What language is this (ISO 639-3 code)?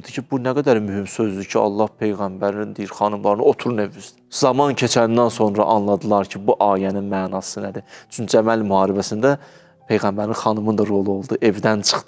aze